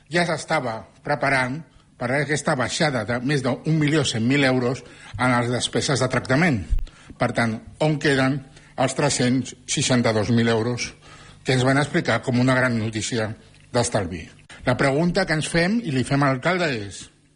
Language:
Catalan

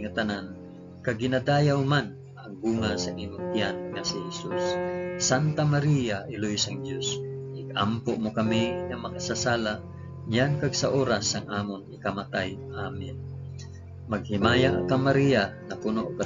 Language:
Hiligaynon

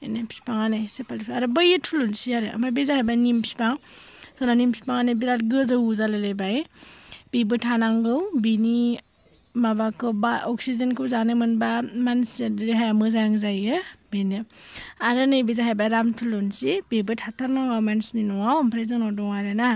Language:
Bodo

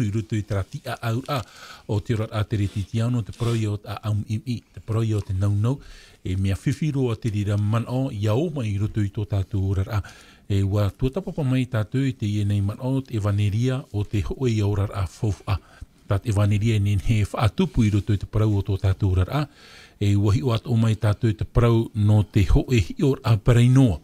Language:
Tahitian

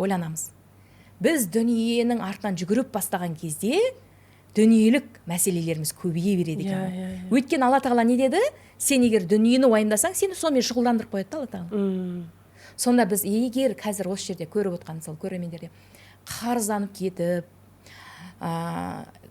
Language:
Kazakh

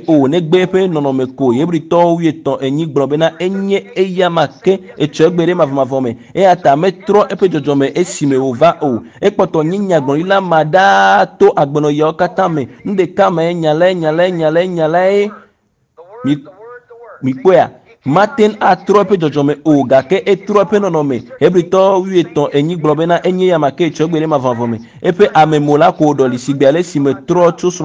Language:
Ewe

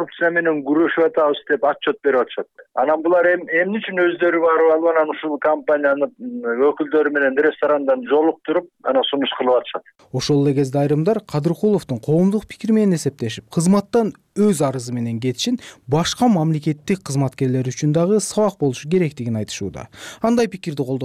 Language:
Kyrgyz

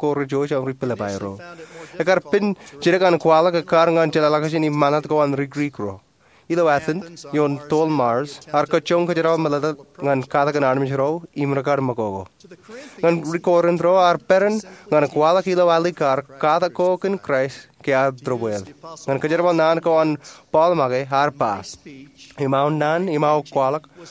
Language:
Marshallese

